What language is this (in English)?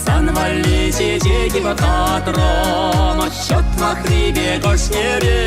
Chuvash